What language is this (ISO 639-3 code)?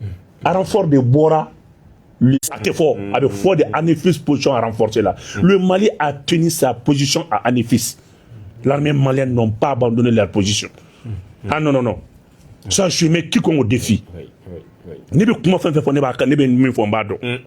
bam